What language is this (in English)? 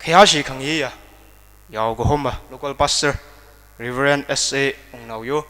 Tangkhul Naga (India)